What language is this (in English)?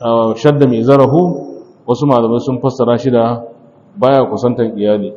Hausa